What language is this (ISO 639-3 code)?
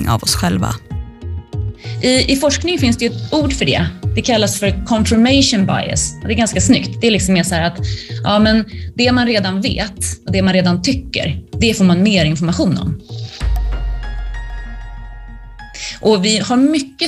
swe